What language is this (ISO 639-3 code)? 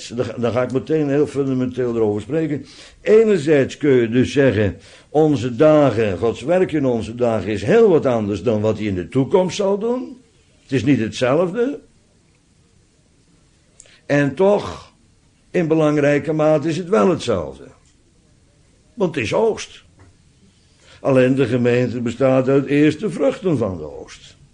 nld